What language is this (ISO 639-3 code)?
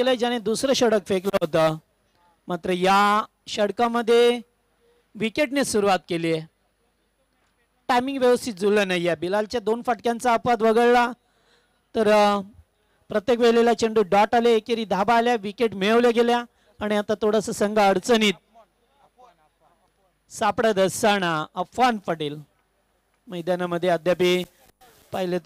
mar